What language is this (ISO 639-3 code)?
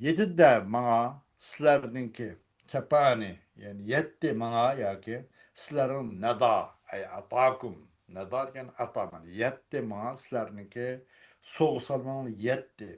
uig